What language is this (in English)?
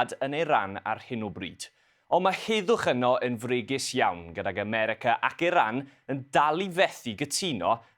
Welsh